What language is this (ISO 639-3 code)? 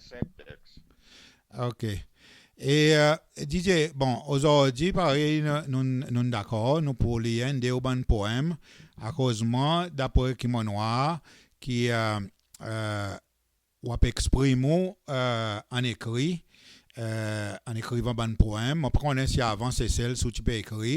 crs